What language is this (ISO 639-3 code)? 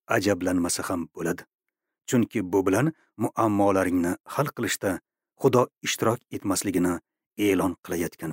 uzb